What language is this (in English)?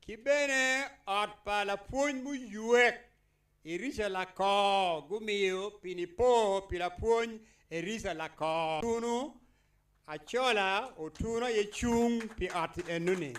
Acoli